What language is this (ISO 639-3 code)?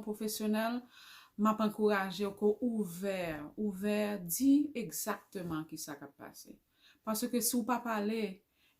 hat